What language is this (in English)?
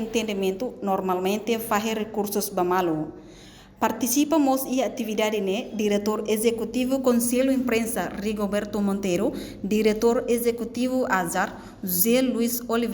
Tetum